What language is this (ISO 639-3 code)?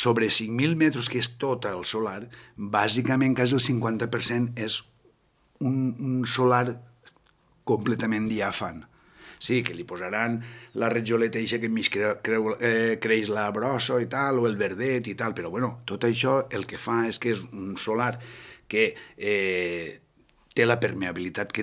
cat